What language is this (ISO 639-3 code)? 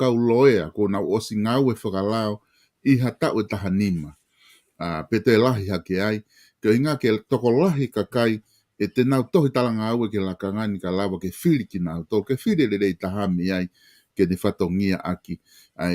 ton